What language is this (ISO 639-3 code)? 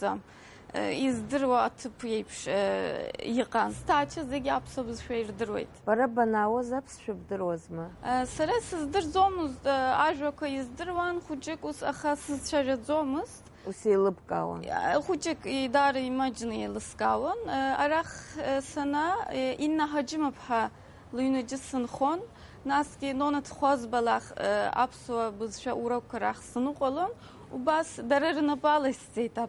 abk